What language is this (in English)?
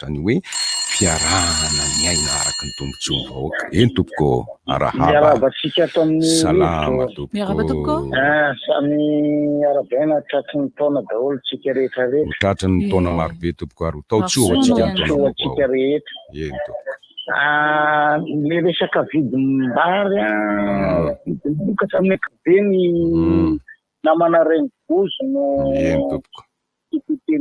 Malagasy